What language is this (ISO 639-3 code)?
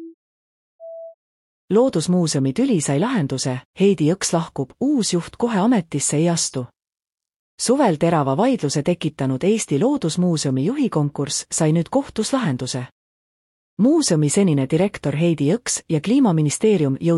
est